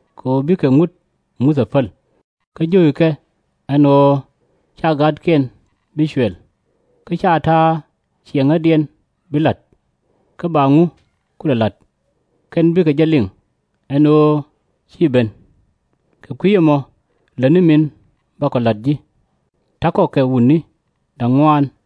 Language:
Nuer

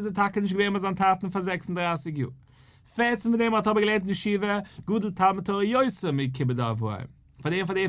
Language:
Yiddish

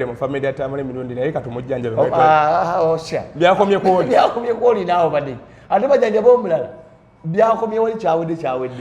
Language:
Ganda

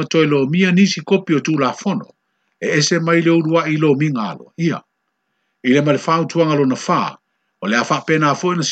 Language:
Samoan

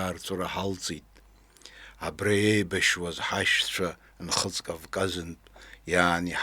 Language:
Abkhazian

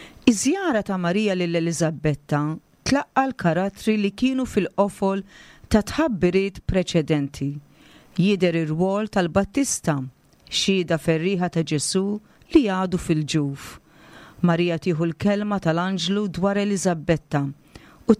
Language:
Maltese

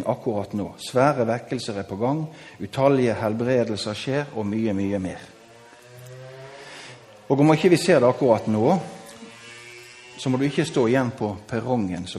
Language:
Norwegian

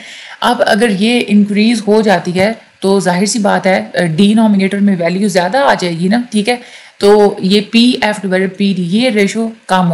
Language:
Hindi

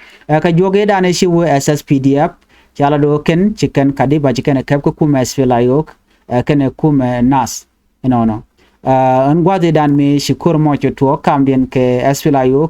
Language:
Nuer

